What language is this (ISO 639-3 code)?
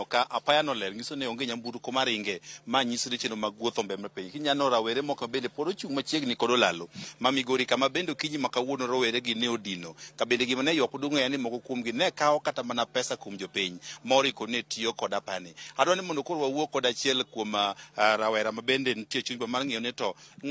luo